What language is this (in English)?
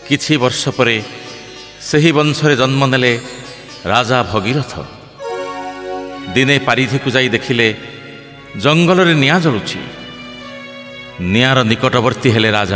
Odia